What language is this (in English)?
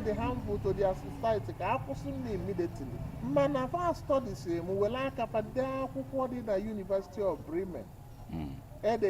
Igbo